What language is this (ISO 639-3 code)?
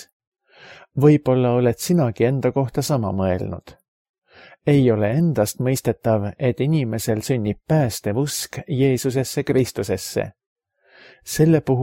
est